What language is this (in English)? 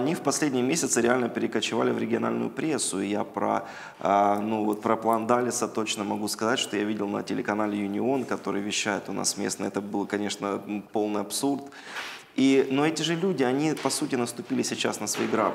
Russian